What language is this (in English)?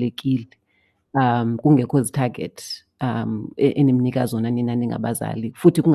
Xhosa